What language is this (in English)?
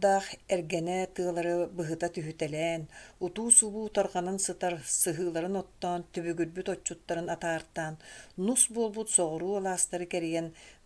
Yakut